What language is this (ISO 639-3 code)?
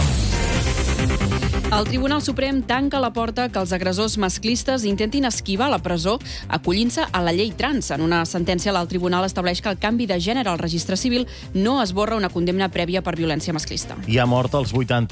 cat